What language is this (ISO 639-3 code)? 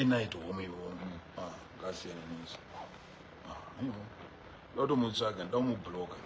sna